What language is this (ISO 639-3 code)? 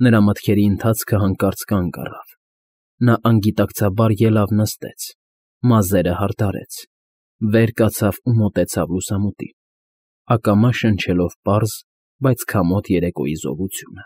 hye